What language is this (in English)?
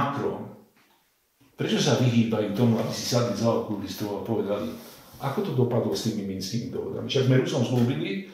Slovak